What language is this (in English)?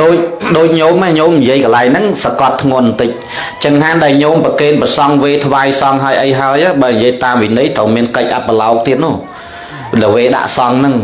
Khmer